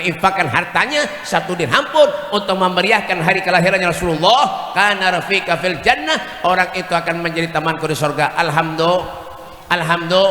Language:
Banjar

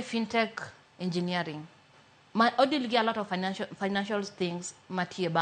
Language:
Luo (Kenya and Tanzania)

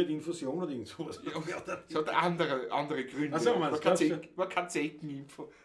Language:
Bavarian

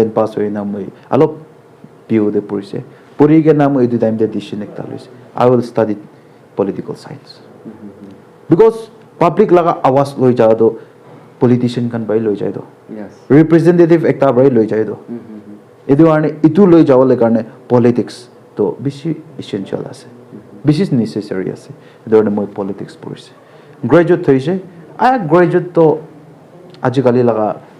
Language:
Naga Pidgin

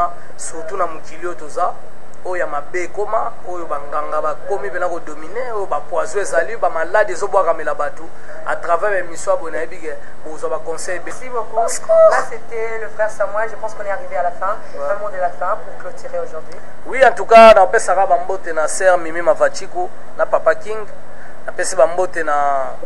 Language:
Lingala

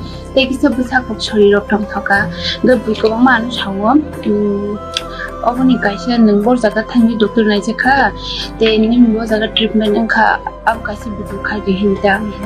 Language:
Kok Borok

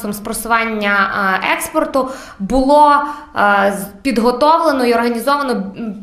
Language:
Ukrainian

